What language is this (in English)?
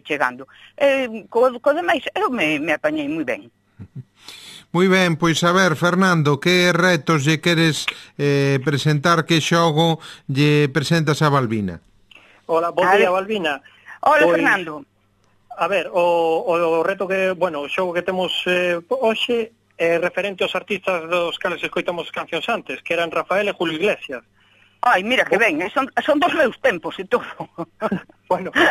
Galician